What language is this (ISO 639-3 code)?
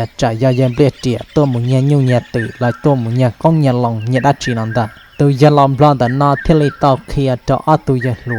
hmn